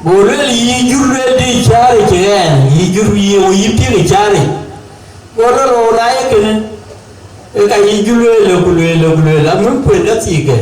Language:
Dinka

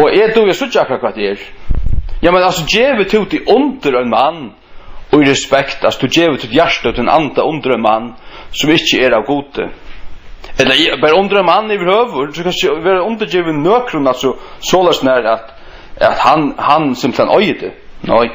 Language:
Faroese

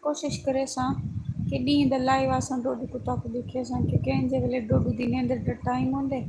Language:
Saraiki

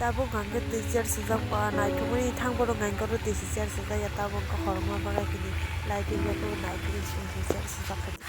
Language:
Kok Borok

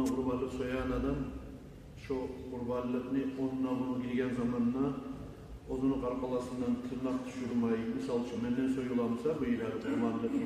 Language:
Kumyk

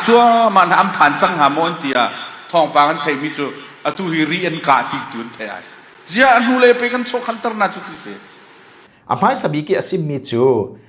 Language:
Falam Chin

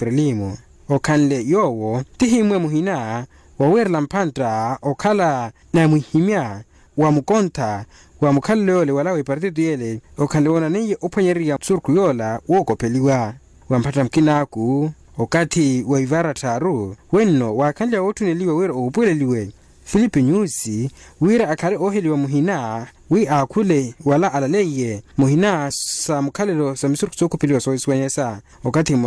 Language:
Makhuwa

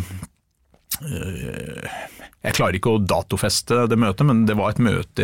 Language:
Norwegian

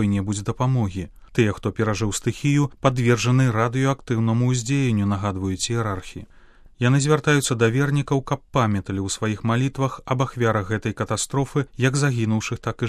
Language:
Belarusian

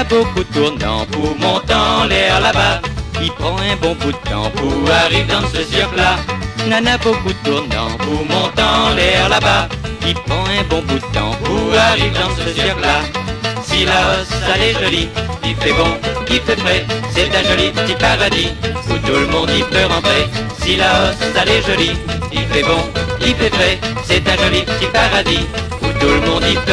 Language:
Réunion Creole French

